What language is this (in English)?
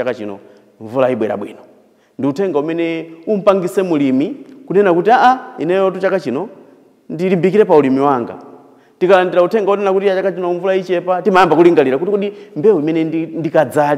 Nyanja